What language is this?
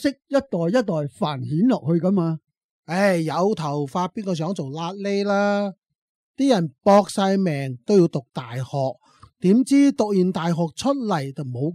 Cantonese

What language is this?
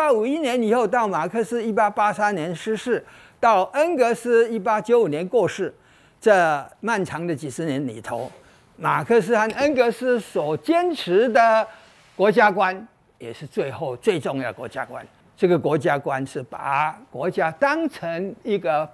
Chinese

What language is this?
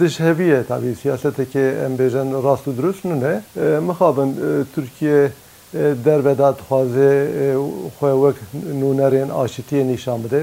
Kurdish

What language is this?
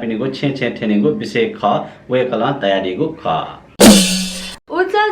Newari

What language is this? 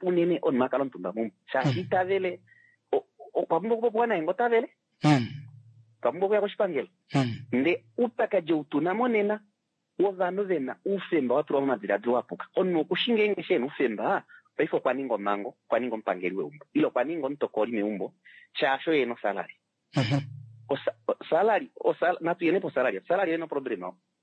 Kuanyama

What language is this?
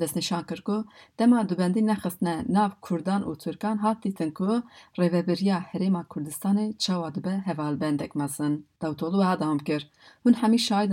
Kurdish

